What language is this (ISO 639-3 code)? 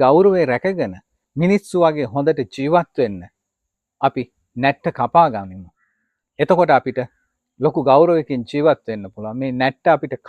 sin